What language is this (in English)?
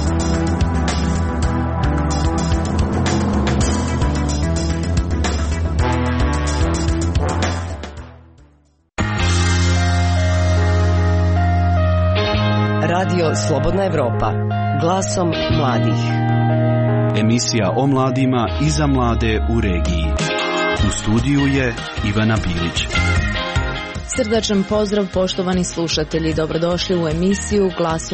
Croatian